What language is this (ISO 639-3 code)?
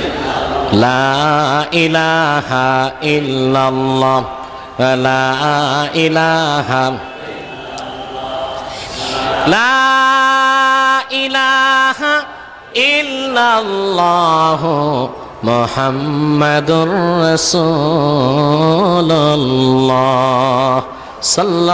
ben